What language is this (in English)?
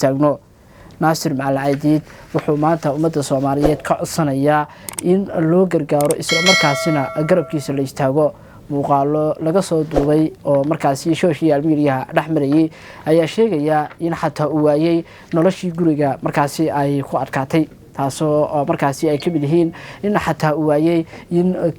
Somali